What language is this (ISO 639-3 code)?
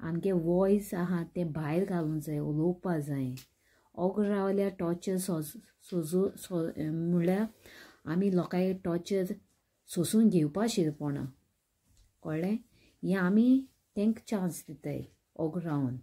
kok